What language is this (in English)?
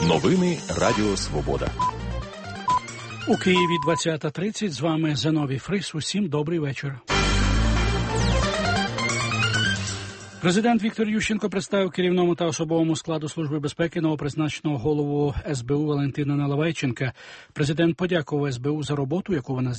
Ukrainian